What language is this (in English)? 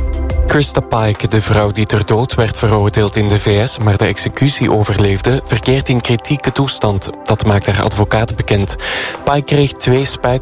Dutch